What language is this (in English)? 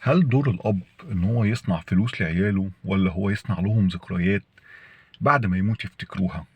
Egyptian Arabic